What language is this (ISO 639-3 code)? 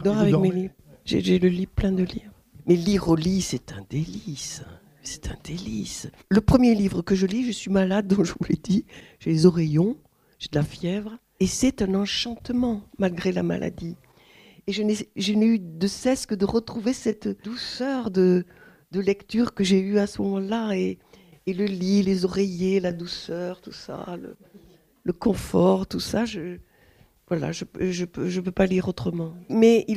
fra